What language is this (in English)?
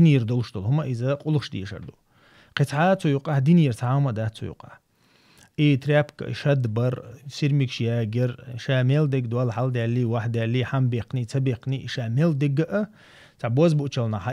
Chechen